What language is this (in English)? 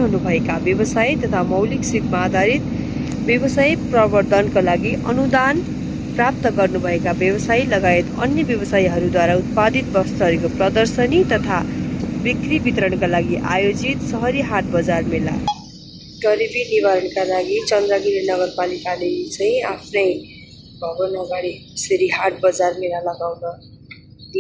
Nepali